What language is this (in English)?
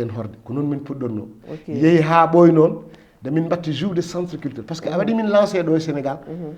Fula